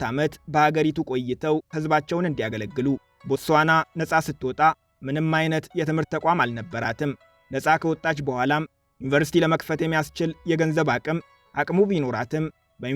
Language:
Amharic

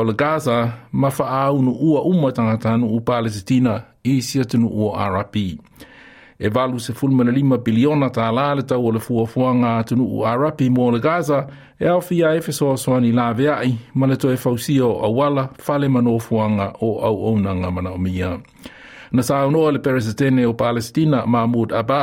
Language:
Samoan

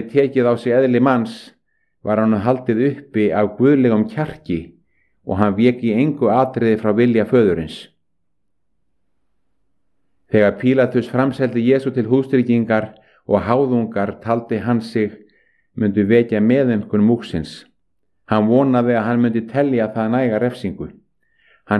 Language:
Icelandic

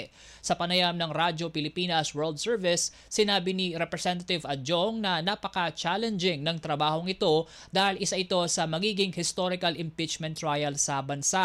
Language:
Filipino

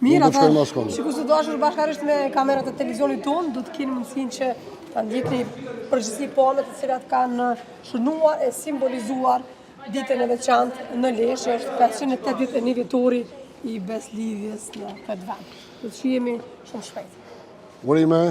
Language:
Albanian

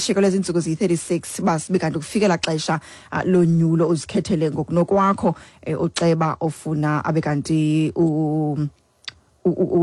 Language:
Xhosa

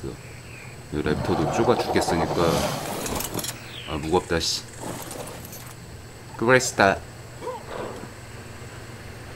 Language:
Korean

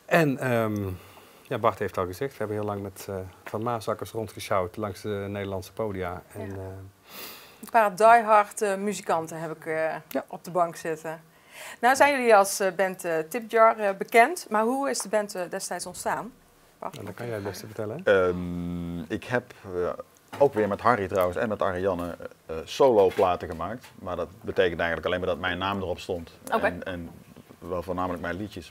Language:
Dutch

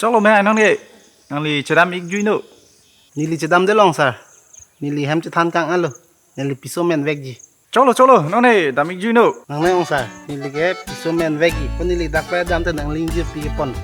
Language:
Karbi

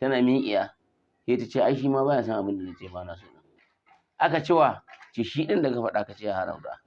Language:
Hausa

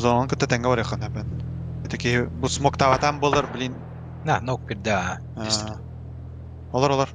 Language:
Yakut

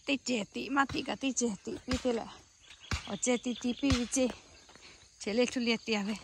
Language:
Lahu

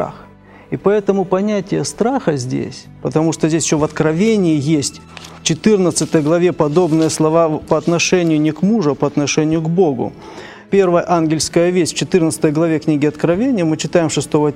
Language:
Russian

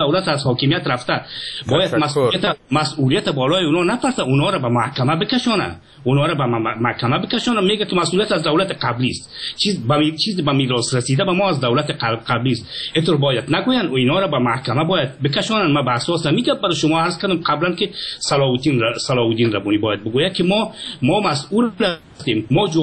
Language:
Persian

